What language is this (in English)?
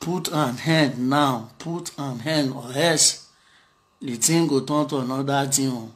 Nigerian Pidgin